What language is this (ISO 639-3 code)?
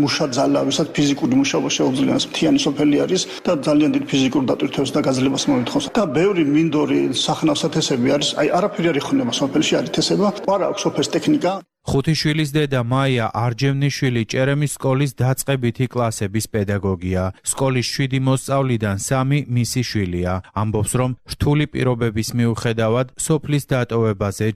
kat